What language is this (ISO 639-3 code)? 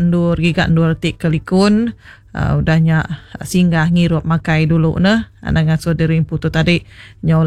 iba